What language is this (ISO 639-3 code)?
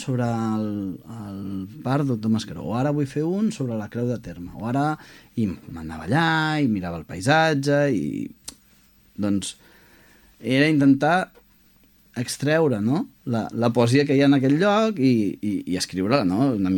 cat